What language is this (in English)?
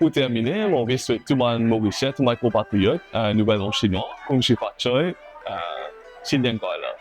Morisyen